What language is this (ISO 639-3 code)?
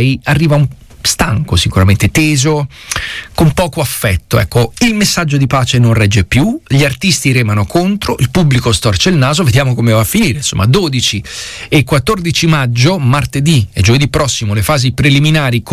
ita